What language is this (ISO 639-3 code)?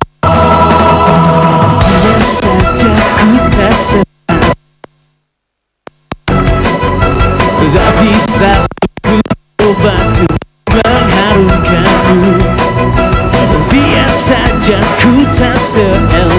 ind